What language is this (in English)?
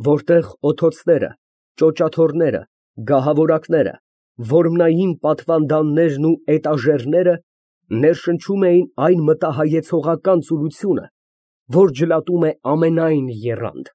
Armenian